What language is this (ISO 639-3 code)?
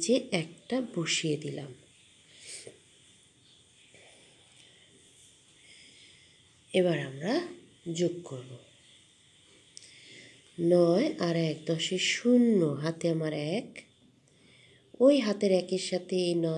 ben